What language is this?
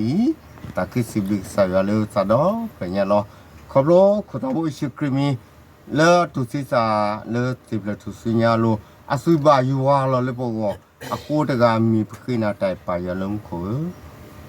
S'gaw Karen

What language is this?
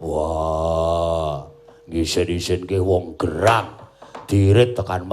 Javanese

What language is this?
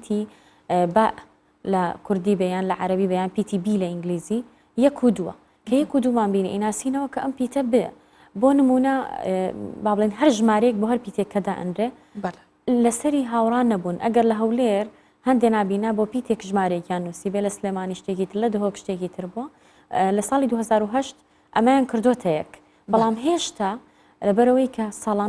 Central Kurdish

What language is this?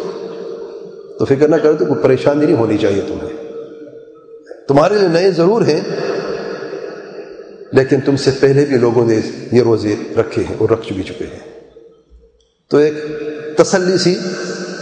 Urdu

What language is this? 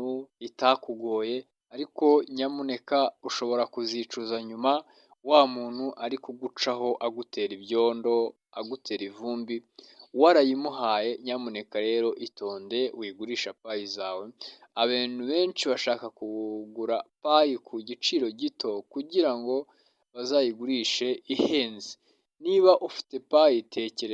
Kinyarwanda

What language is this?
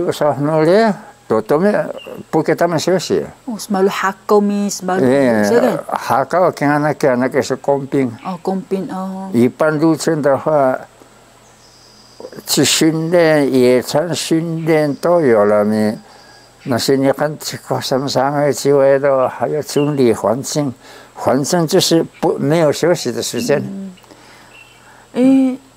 Taroko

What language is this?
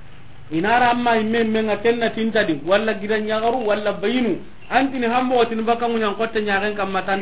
Soninke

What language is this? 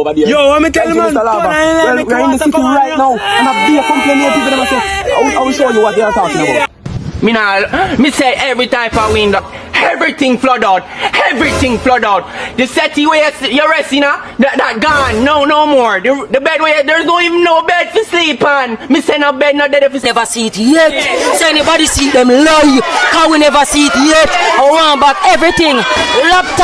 Jamaican Creole English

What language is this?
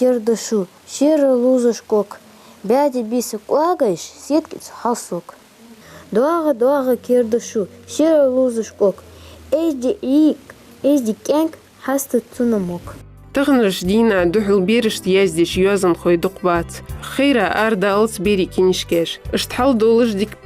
Ingush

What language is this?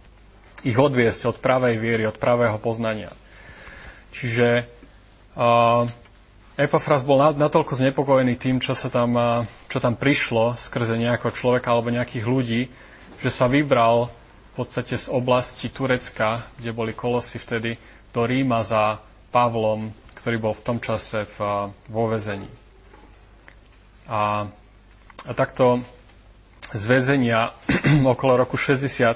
Slovak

